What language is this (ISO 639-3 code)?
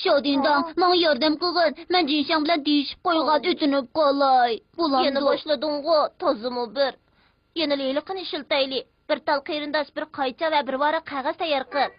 uig